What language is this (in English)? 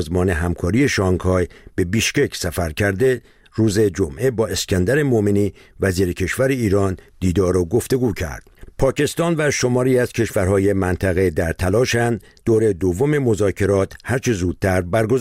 Persian